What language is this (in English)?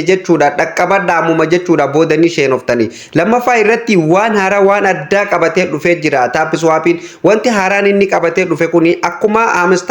Oromo